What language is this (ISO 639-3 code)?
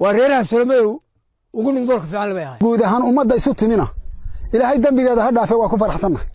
som